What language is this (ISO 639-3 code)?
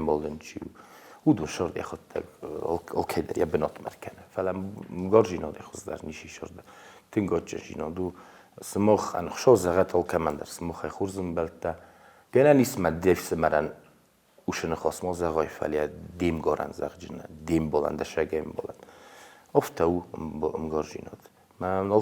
oss